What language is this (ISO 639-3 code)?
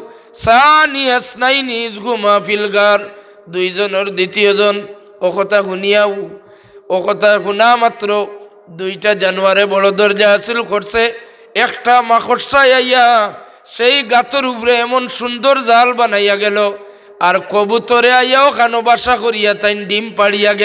syl